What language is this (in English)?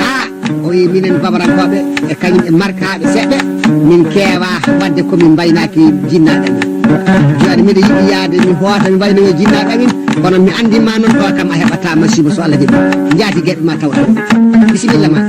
Fula